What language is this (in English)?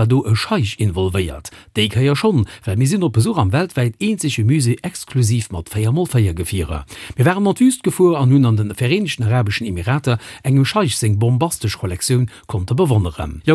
Luxembourgish